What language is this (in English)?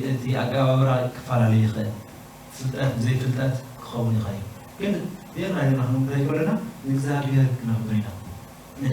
Tigrinya